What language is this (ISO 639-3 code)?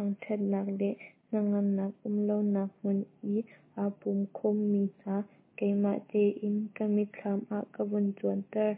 cnh